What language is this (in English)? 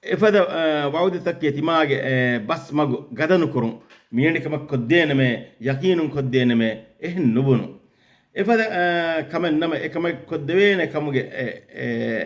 Divehi